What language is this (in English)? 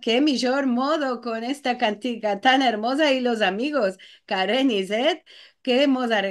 Ladino